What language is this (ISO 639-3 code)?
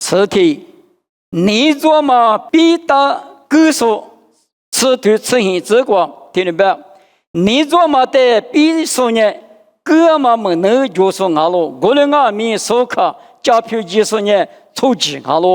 lis